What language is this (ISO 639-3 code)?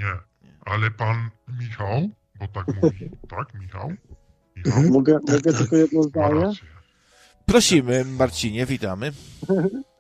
pol